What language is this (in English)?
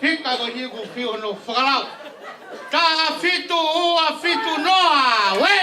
Tongan